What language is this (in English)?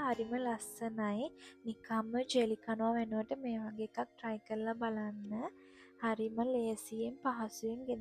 Sinhala